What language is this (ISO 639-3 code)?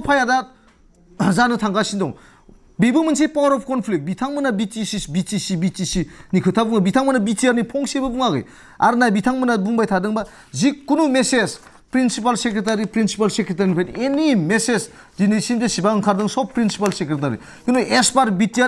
brx